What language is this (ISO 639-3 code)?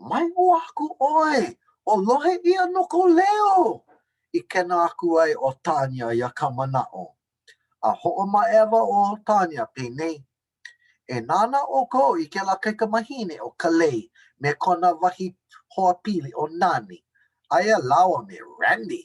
haw